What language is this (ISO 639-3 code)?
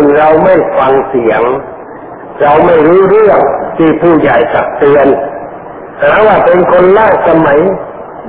tha